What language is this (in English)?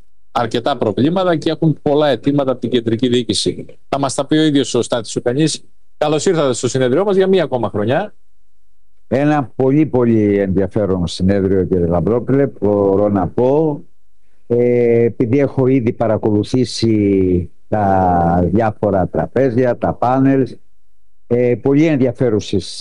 Greek